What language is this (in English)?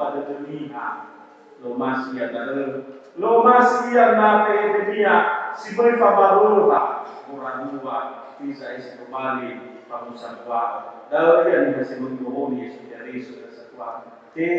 Nias